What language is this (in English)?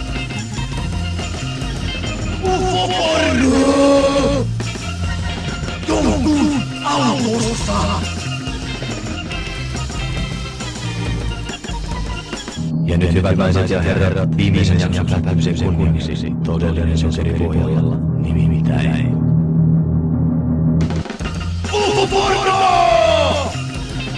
Finnish